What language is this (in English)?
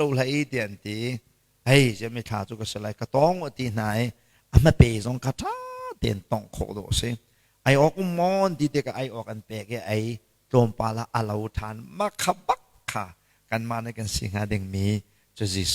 Hakha Chin